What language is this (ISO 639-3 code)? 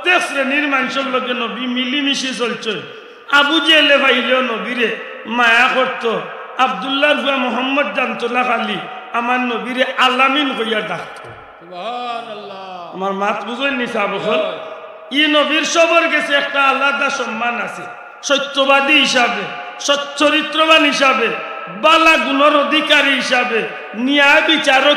syl